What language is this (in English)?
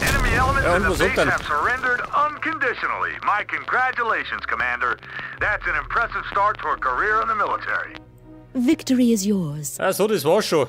Bavarian